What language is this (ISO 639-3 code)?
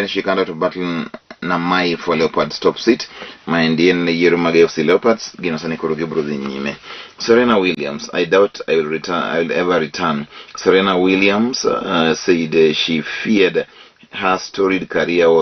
luo